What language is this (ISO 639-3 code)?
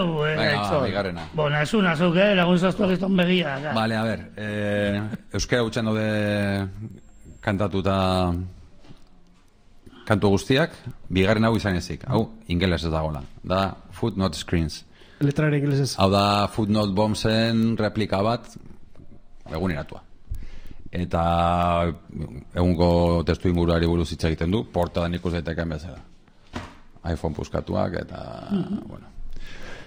eus